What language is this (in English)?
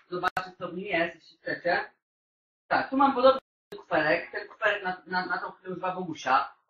Polish